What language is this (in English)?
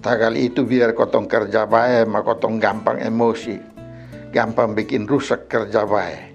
Kupang Malay